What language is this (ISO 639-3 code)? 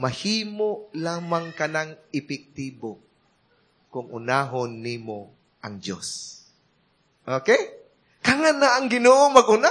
ceb